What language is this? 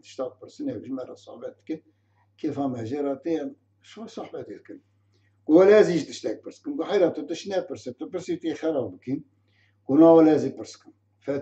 Kurdish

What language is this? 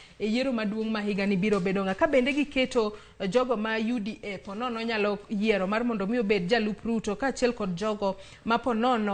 Luo (Kenya and Tanzania)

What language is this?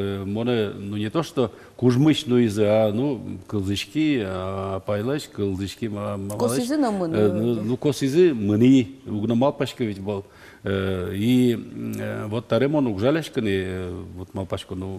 Udmurt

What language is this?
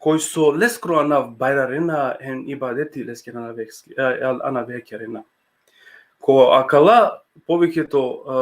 Balkan Romani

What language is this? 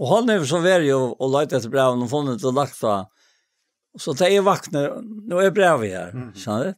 Faroese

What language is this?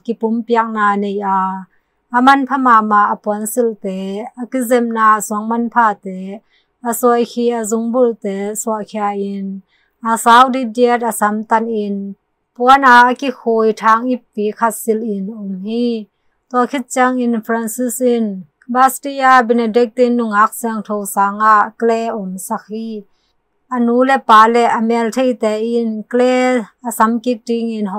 Tedim Chin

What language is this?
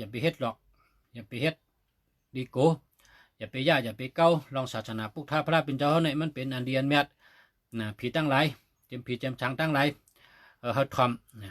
Shan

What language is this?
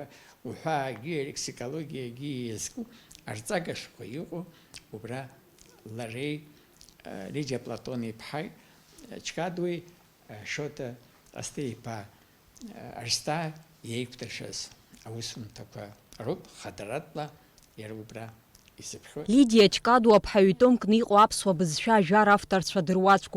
Abkhazian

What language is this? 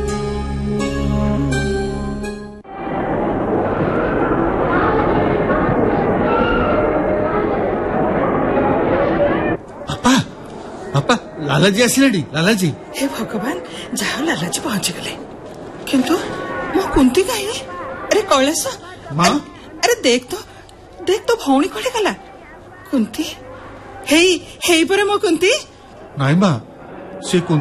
Odia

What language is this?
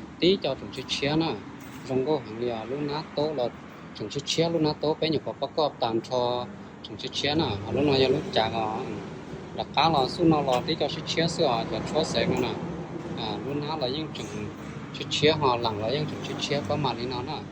Hmong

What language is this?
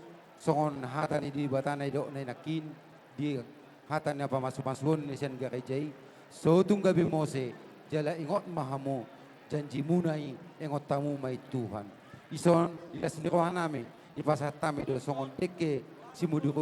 Batak Toba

